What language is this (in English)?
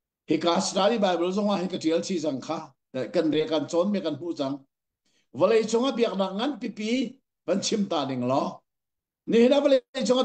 Hakha Chin